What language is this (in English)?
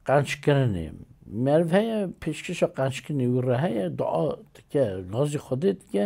Kurdish